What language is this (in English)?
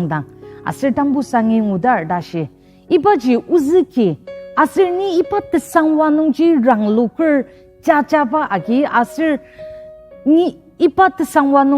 Ao Naga